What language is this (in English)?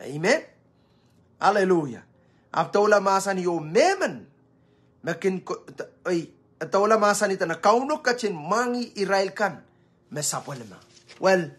Pohnpeian